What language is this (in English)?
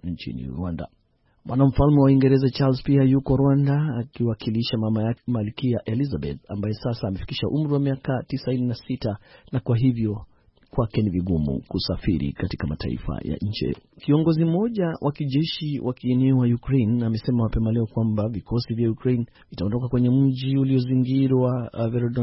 Swahili